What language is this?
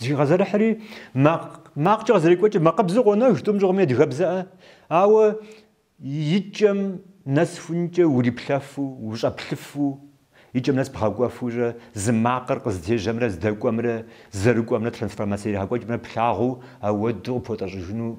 Kabardian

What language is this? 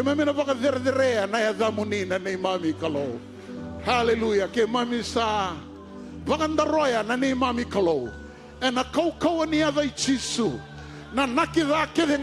Fijian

